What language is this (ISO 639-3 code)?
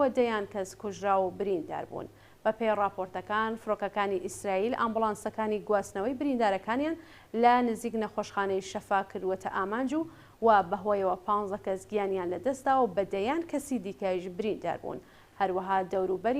ckb